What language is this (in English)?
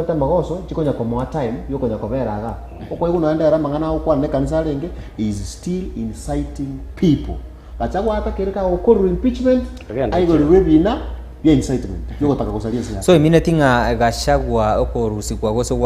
Gusii